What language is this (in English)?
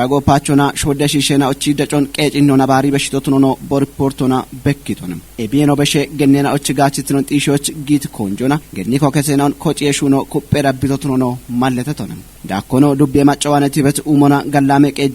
Kafa